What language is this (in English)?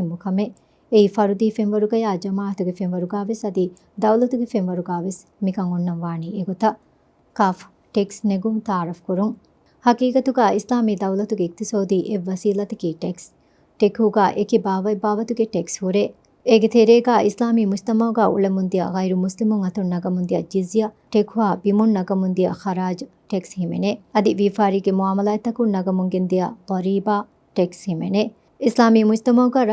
Divehi